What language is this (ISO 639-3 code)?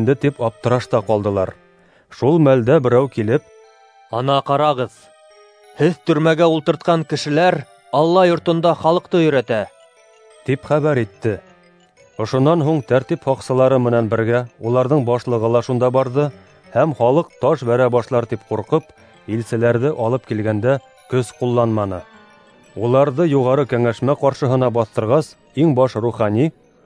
bak